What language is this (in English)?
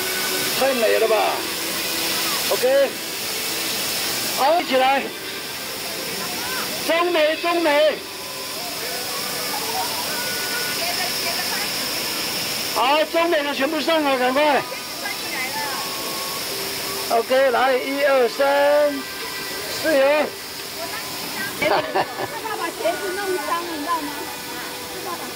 Chinese